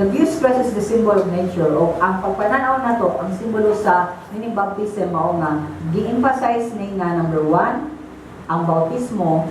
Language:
Cebuano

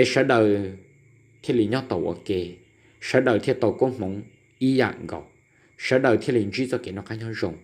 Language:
Hmong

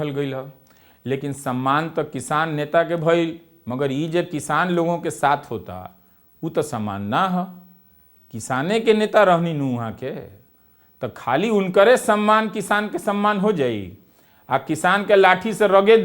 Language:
Bhojpuri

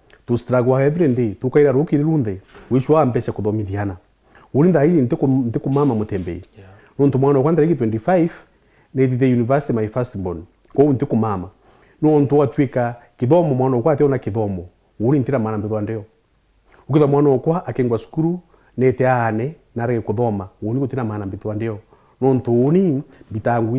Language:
Meru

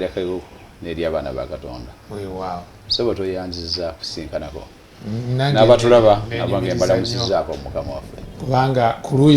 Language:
Ganda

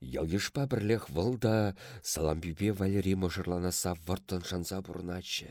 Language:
Chuvash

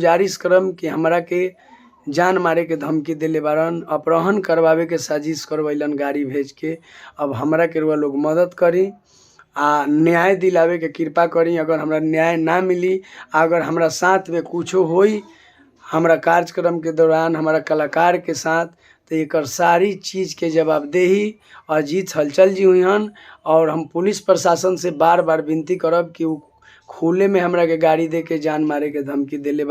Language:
Bhojpuri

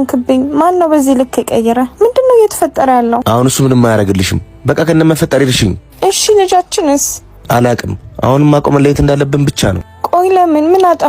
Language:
Amharic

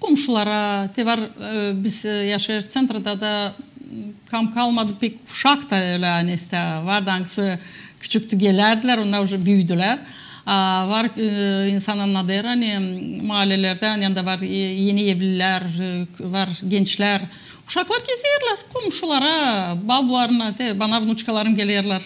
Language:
Gagauz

